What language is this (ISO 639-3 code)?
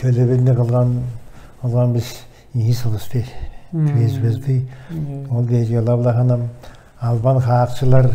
tyv